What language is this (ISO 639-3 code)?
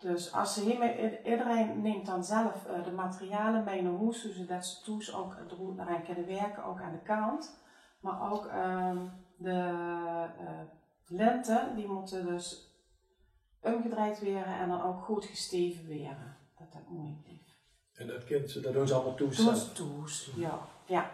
lim